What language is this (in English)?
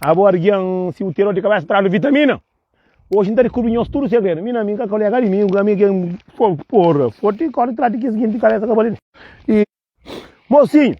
Kabuverdianu